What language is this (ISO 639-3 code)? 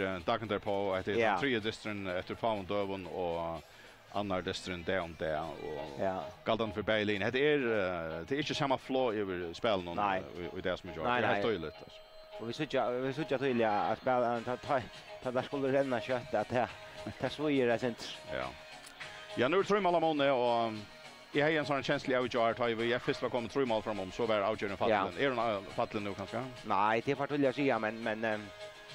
fao